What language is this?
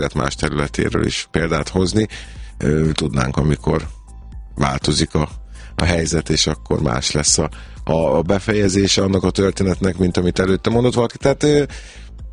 Hungarian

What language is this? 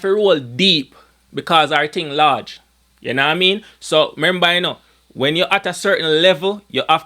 Jamaican Creole English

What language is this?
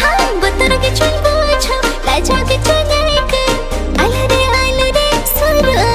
Santali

